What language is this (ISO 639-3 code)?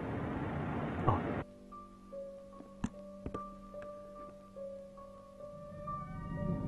zho